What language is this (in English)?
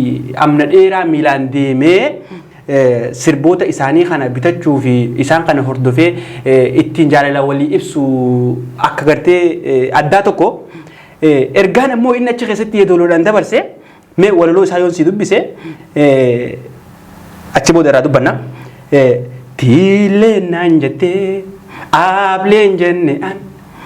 Oromo